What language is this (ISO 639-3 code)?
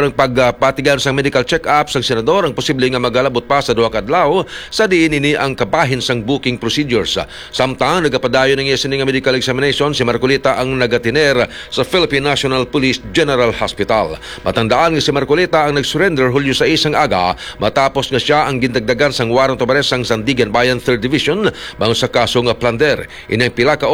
hil